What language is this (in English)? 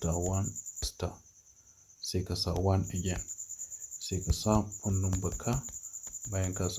Hausa